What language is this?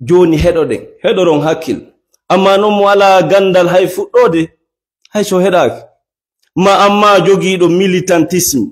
Fula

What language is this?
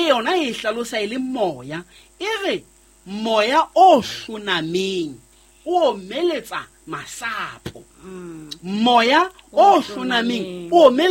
Southern Sotho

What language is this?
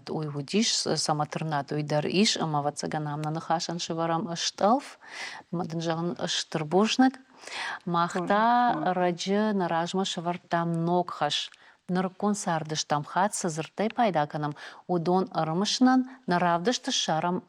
Ossetic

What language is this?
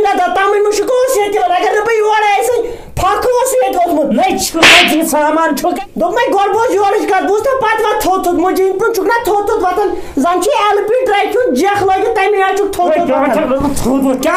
Kashmiri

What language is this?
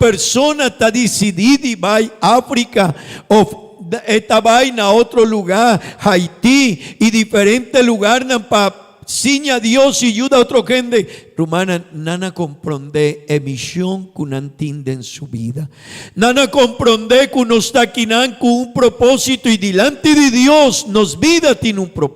Papiamento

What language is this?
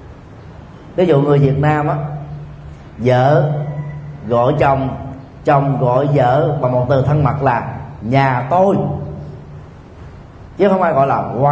Vietnamese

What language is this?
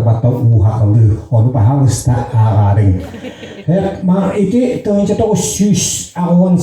Yakut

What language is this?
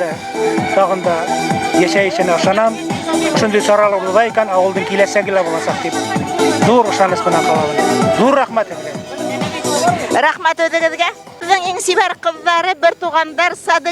Bashkir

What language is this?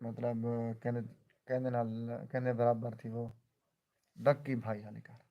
Saraiki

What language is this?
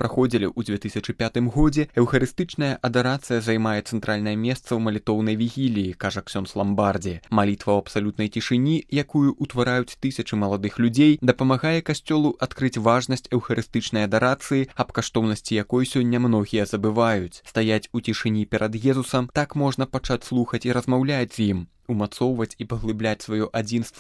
Belarusian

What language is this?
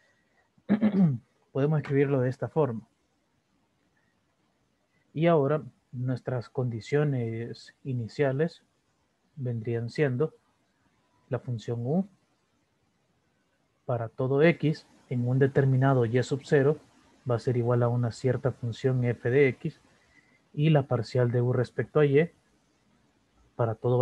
Spanish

